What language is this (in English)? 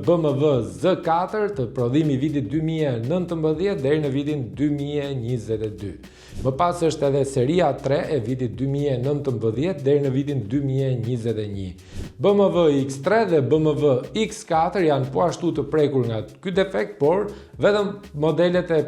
Albanian